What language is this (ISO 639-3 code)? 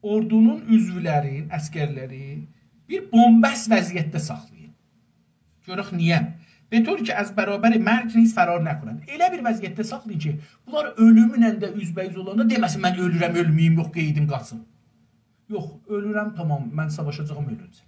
azb